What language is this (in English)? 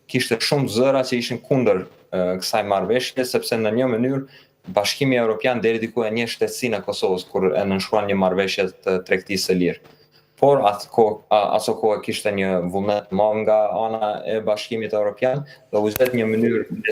Albanian